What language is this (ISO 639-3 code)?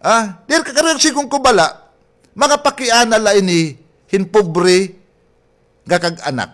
war